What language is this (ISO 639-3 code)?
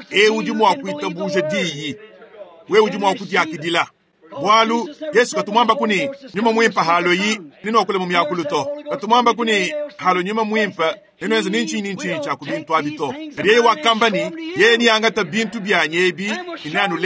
lua